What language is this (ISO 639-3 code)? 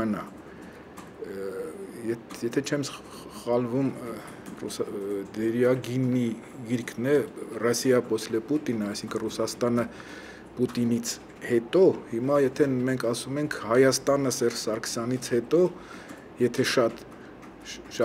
hye